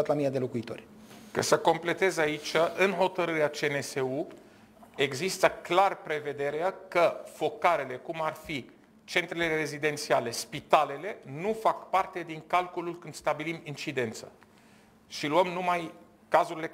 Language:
Romanian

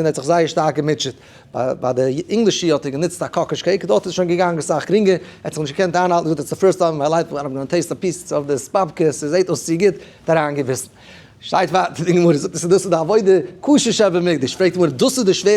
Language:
Yiddish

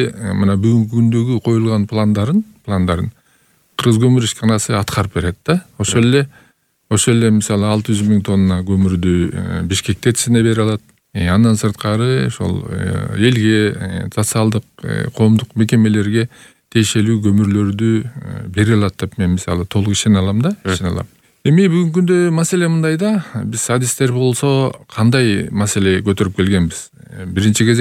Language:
Kyrgyz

